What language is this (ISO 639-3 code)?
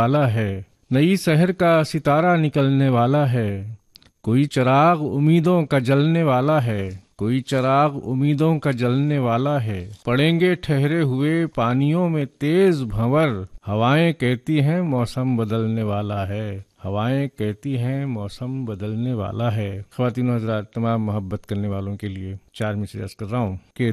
urd